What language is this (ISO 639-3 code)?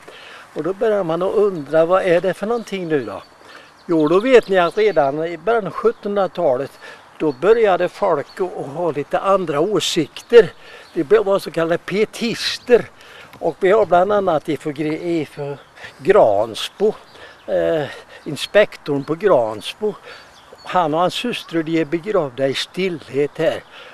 swe